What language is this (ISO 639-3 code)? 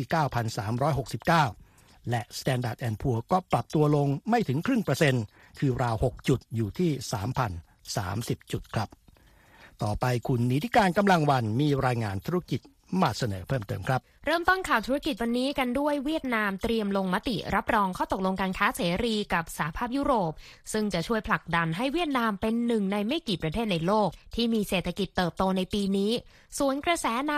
tha